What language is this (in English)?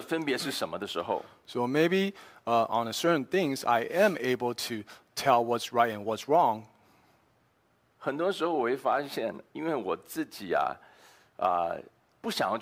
Chinese